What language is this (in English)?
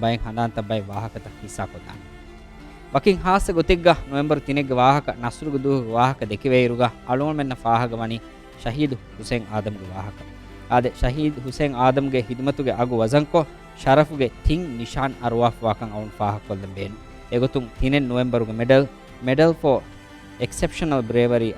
Divehi